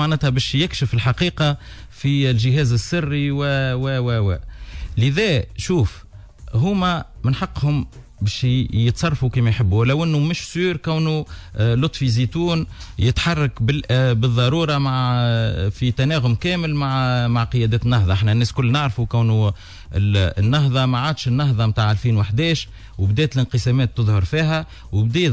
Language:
Tunisian Arabic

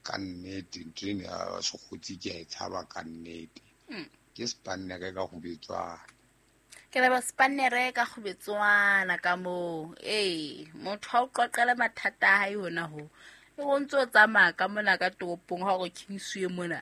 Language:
Southern Sotho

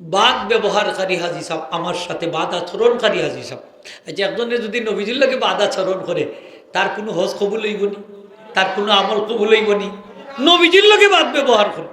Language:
Sylheti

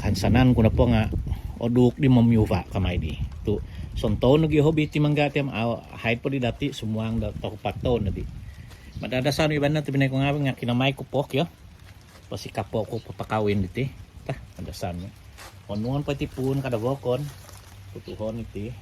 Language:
Central Dusun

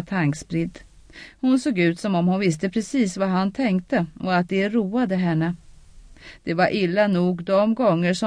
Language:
Swedish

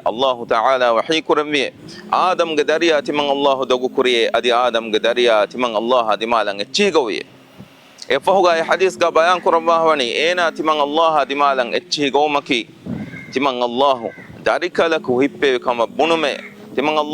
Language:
Divehi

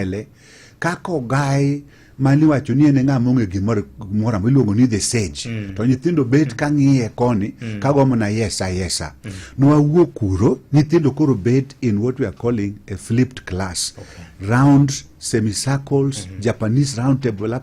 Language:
Luo (Kenya and Tanzania)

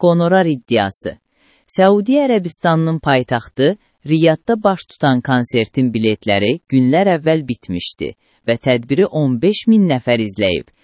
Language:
Azerbaijani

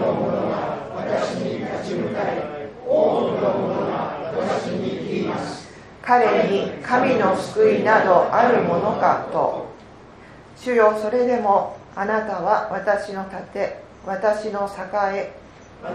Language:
Japanese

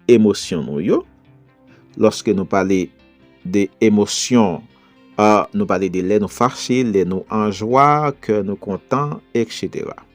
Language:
Haitian Creole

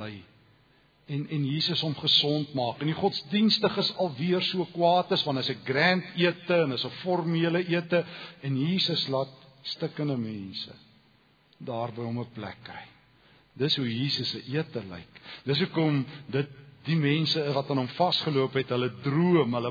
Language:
Afrikaans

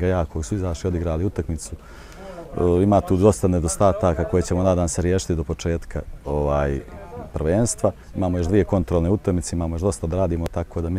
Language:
Bosnian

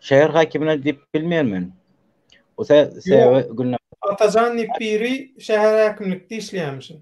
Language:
Turkmen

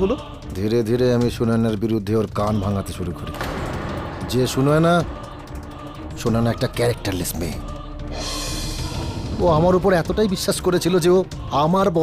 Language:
Bangla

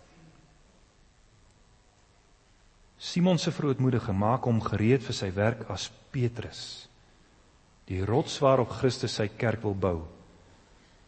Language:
Afrikaans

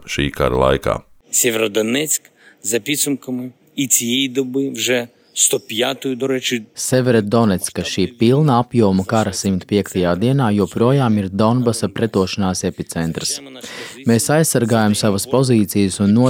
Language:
Latvian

